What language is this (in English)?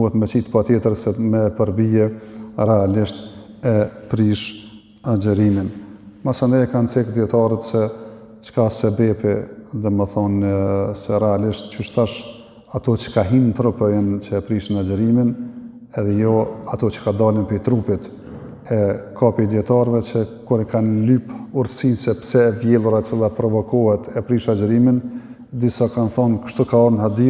Albanian